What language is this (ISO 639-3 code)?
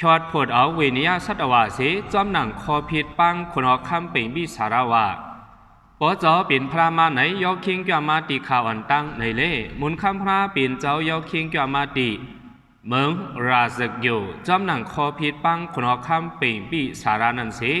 shn